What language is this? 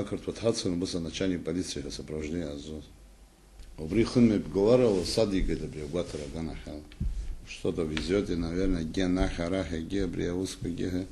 Abkhazian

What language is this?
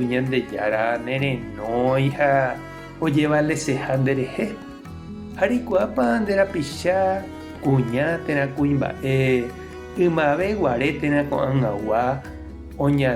Guarani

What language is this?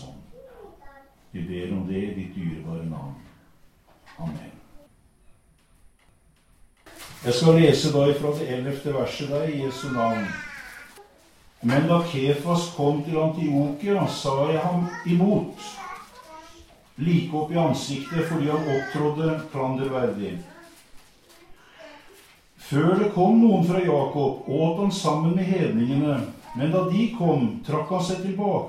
Norwegian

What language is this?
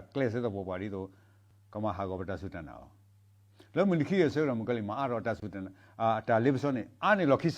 S'gaw Karen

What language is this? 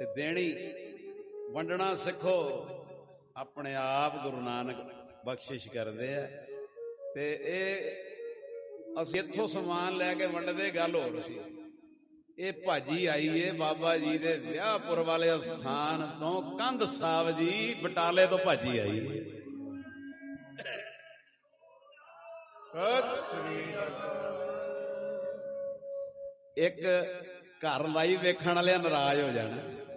Punjabi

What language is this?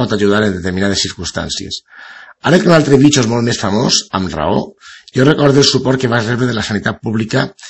Catalan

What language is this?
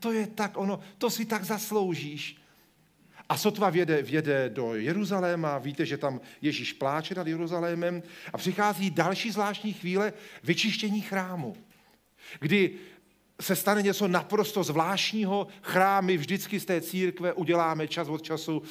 Czech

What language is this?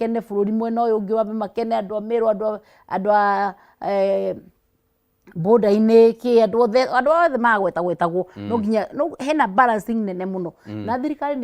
Kikuyu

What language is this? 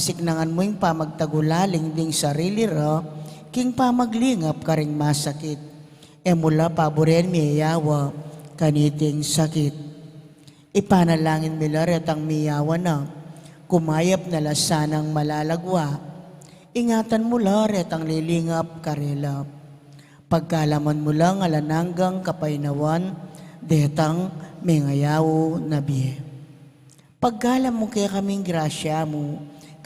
Pampanga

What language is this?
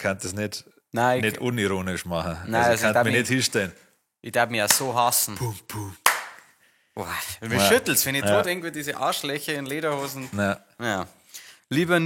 Bavarian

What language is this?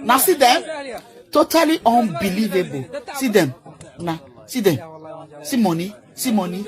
Yoruba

